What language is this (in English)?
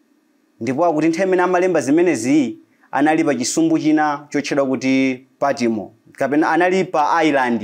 Nyanja